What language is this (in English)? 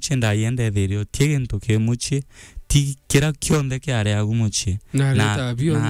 Meru